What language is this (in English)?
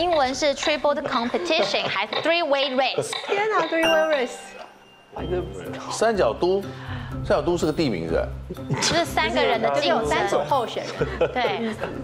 Chinese